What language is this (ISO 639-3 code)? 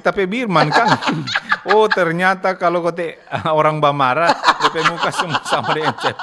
xmm